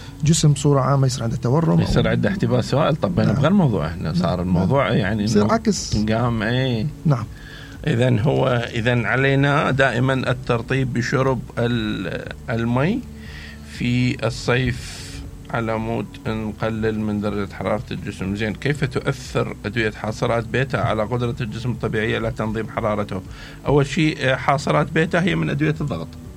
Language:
Mesopotamian Arabic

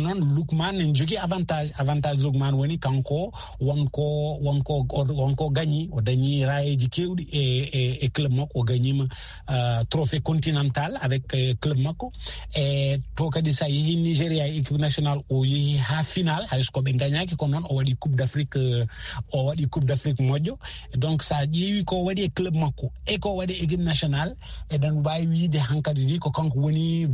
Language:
Fula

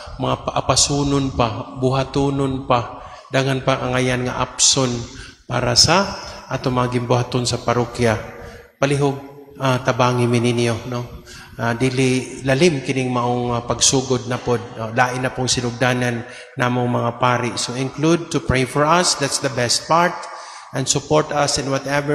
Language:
Cebuano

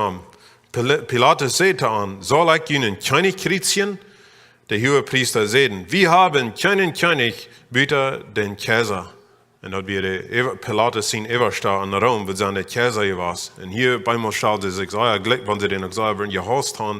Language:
Plautdietsch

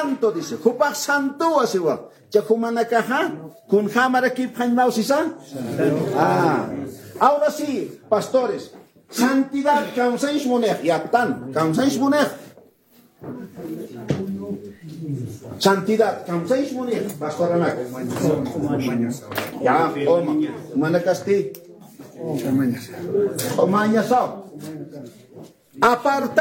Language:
Spanish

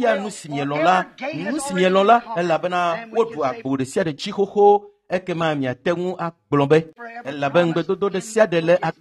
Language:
Ewe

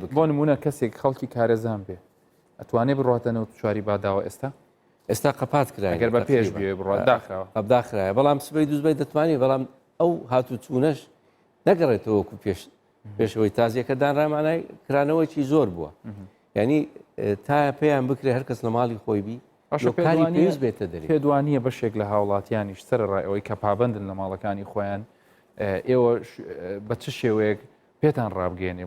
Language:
Central Kurdish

